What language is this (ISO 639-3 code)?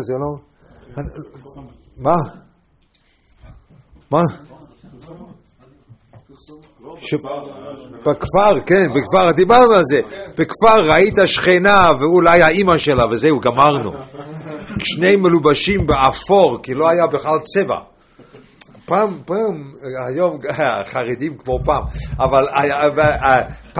heb